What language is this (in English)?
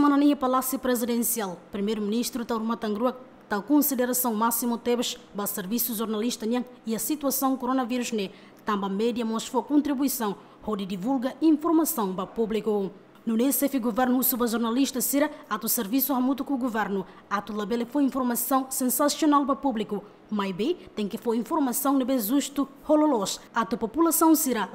Tetum